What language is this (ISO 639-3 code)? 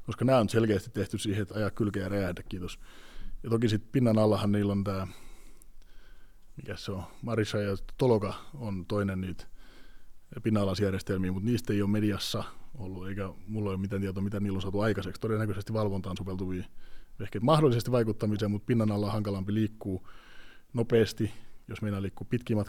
fin